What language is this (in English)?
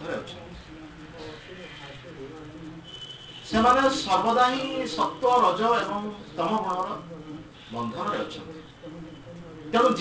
Odia